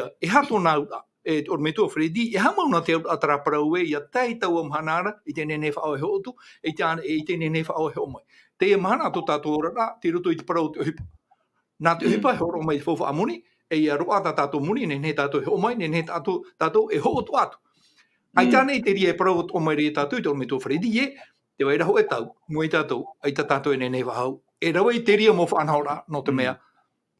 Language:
Tahitian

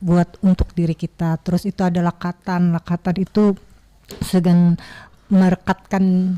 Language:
Banjar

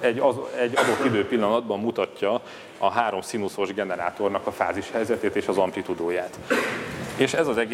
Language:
Hungarian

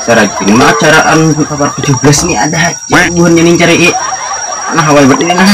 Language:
Banjar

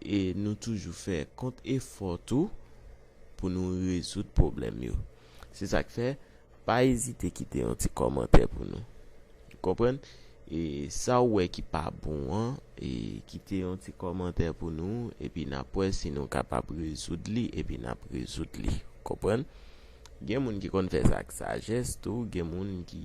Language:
Haitian Creole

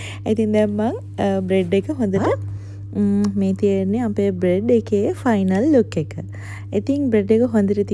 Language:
Sinhala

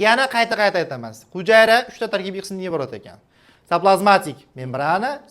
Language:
Uzbek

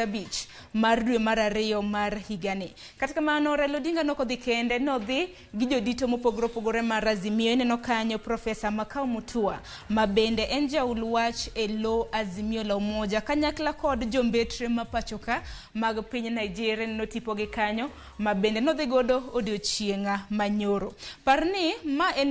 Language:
Luo (Kenya and Tanzania)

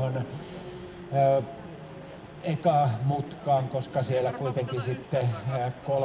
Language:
Finnish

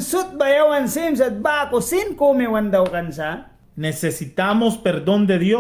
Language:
Mískito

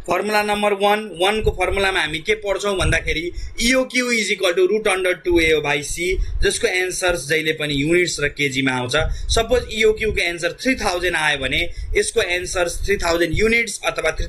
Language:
Nepali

